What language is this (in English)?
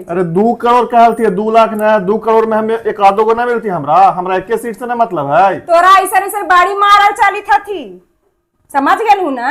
Magahi